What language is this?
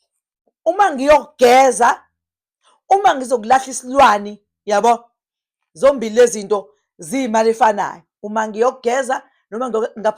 Zulu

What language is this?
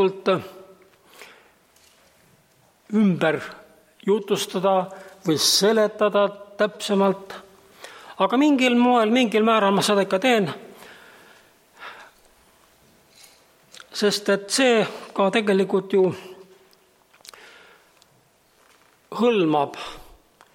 Estonian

